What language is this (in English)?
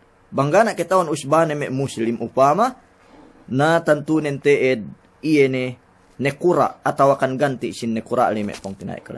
Yakan